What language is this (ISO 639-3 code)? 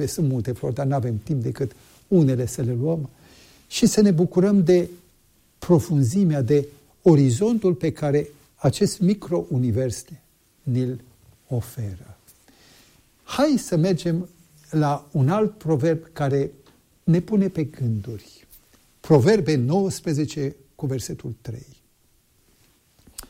ron